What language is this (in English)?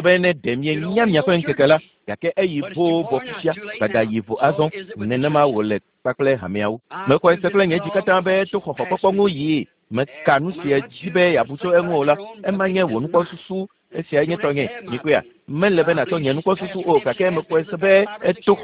Ewe